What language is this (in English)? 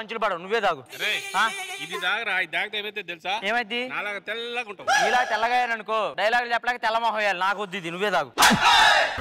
Telugu